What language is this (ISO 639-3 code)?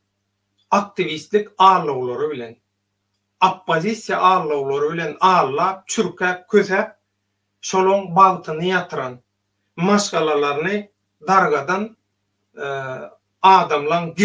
tuk